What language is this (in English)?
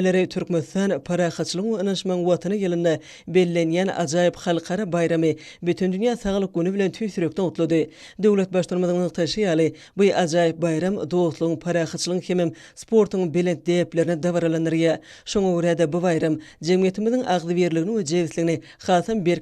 Turkmen